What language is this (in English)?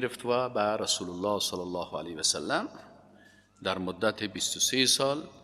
Persian